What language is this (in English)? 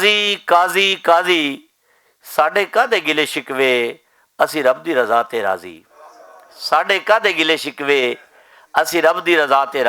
Western Panjabi